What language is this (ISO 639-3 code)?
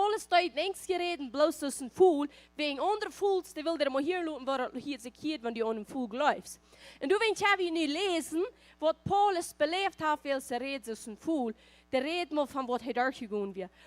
pdt